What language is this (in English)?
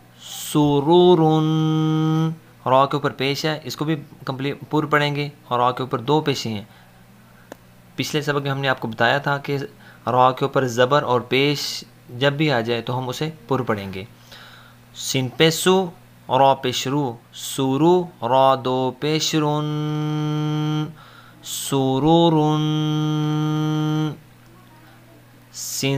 Urdu